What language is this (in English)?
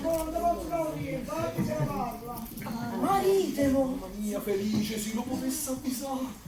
Neapolitan